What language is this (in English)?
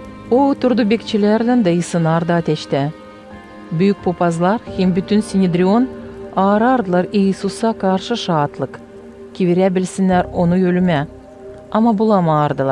Gagauz